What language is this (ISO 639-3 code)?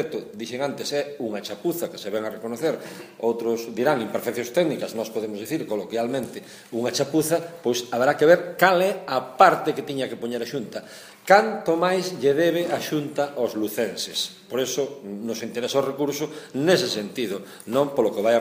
glg